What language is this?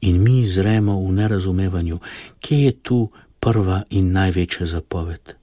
Slovenian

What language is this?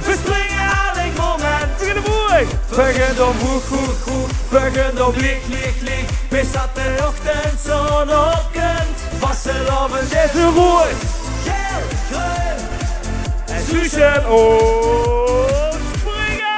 Limburgish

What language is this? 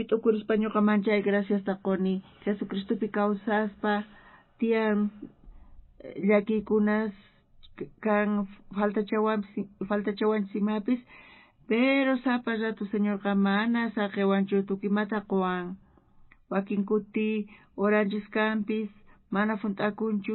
South Bolivian Quechua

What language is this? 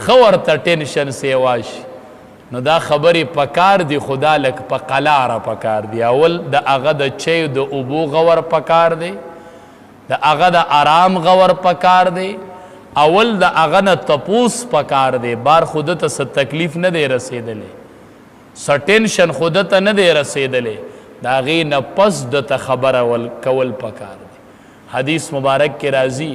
Pashto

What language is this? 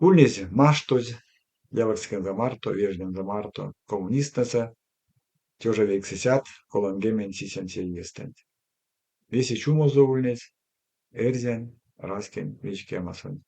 Erzya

